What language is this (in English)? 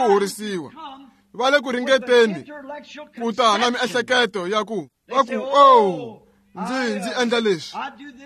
Tsonga